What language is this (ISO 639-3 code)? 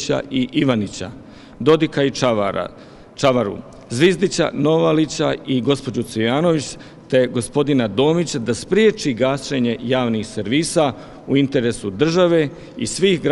bos